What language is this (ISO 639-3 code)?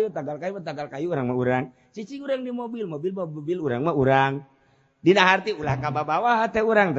sun